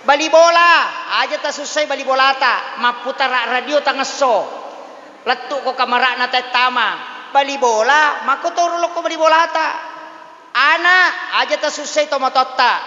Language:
Buginese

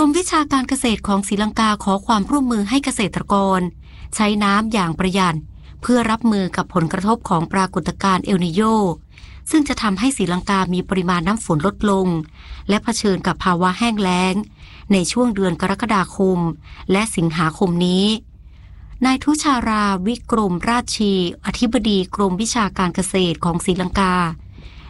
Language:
Thai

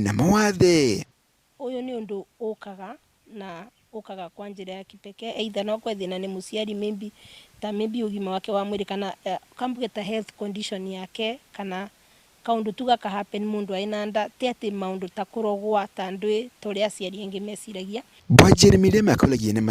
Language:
Meru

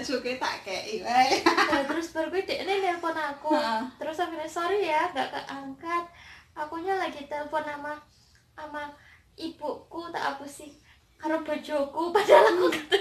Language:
Javanese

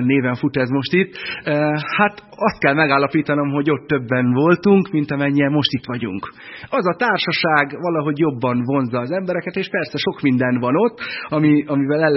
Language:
Hungarian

